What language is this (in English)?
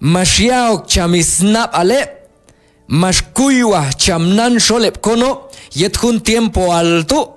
Q'anjob'al